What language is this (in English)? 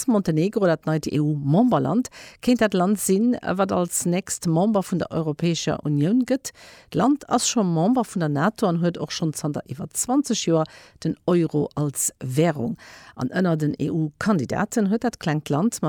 Luxembourgish